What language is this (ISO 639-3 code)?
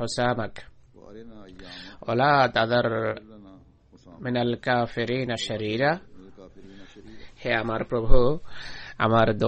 ben